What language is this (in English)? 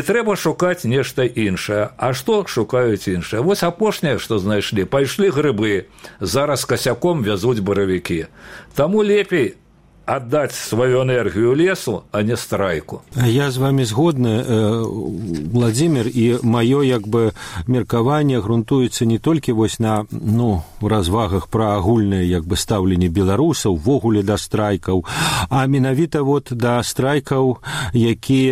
Belarusian